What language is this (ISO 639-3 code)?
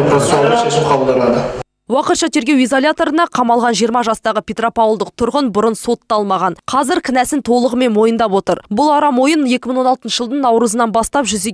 kaz